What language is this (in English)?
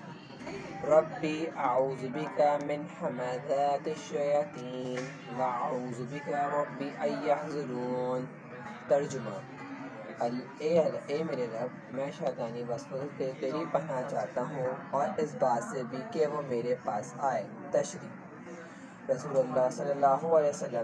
Urdu